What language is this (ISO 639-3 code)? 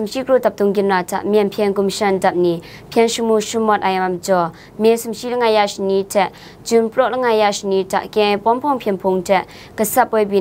kac